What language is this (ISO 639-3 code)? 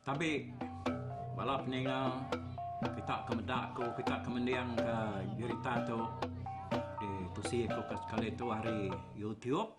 iba